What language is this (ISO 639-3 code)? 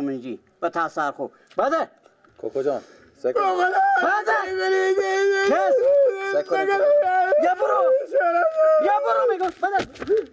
fas